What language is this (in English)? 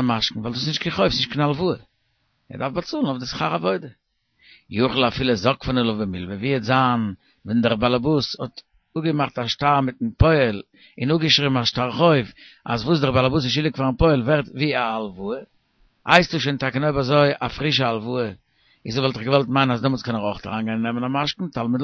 Yiddish